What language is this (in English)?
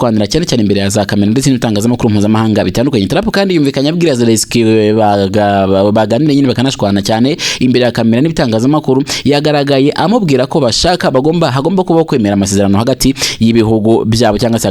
Kinyarwanda